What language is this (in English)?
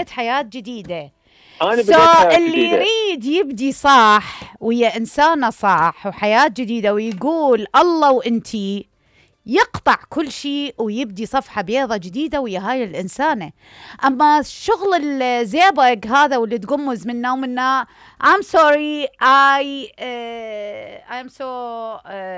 Mesopotamian Arabic